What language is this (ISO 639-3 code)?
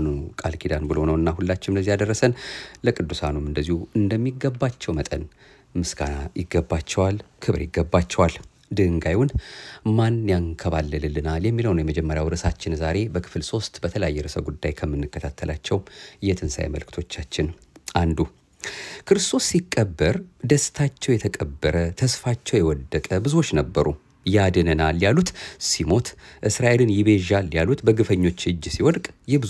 amh